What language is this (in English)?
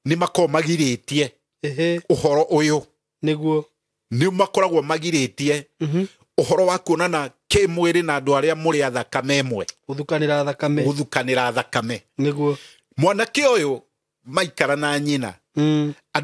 Kikuyu